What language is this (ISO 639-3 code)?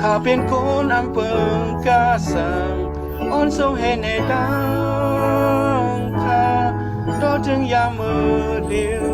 shn